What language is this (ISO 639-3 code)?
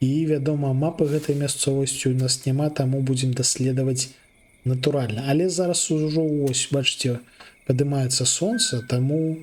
bel